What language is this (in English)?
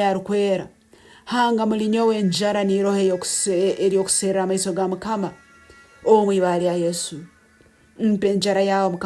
Nyankole